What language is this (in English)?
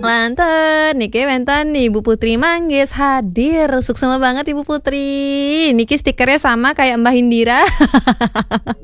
Balinese